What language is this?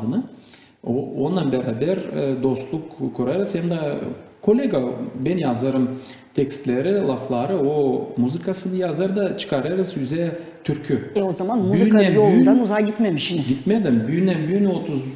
Gagauz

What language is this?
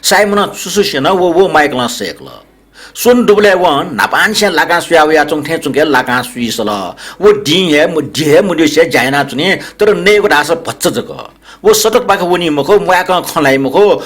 Newari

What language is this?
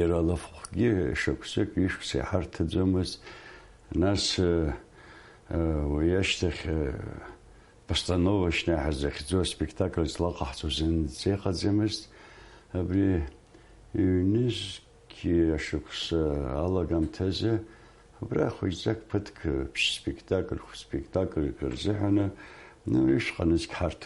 Abkhazian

